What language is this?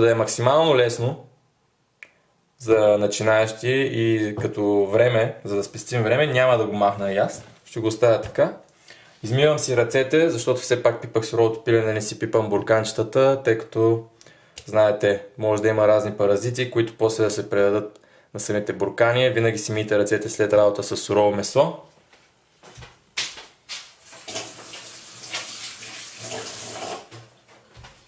Bulgarian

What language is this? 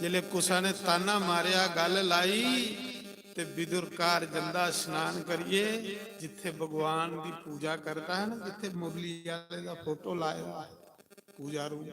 Dogri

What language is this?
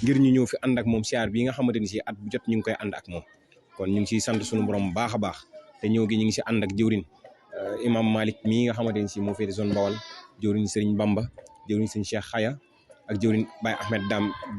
Wolof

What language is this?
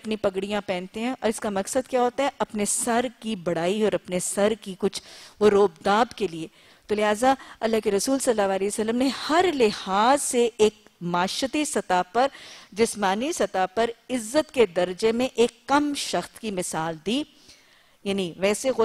Urdu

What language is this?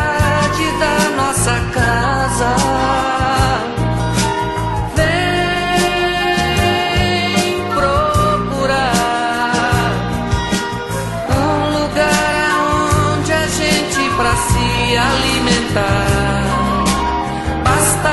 Portuguese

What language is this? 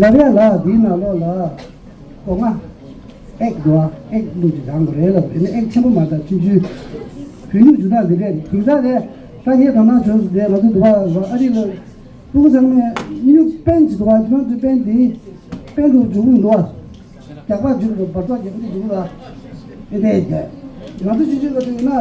Tibetan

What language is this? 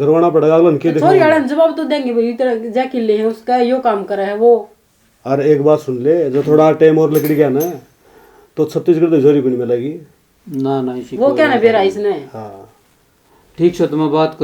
Haryanvi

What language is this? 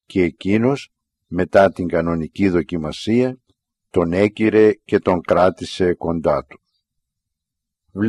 Greek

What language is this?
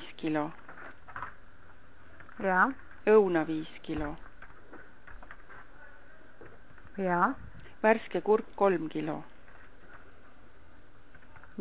Estonian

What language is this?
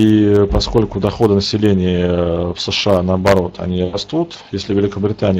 Russian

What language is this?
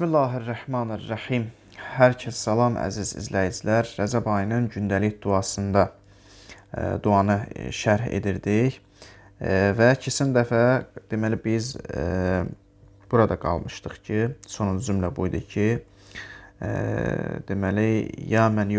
Azerbaijani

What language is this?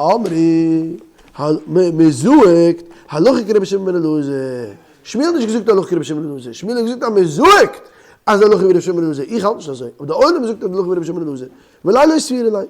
Yiddish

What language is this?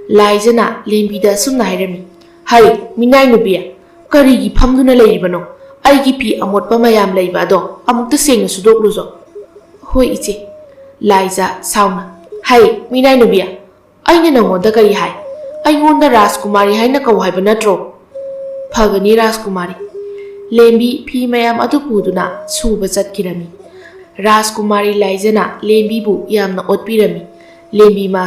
Manipuri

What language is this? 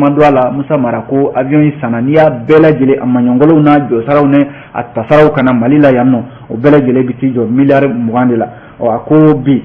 Bambara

